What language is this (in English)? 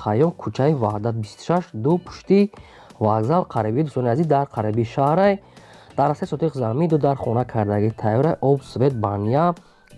Tajik